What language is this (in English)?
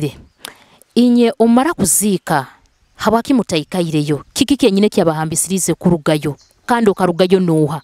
Nyoro